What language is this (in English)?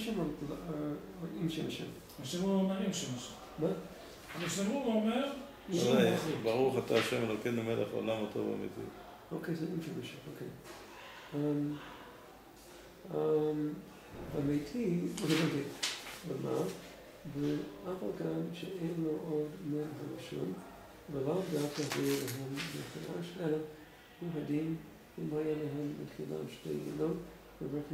Hebrew